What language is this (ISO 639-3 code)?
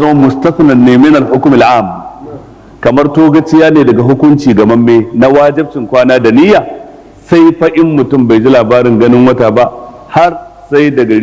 hau